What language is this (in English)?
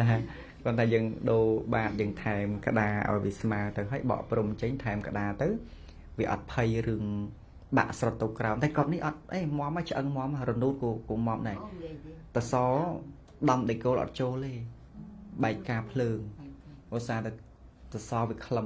Khmer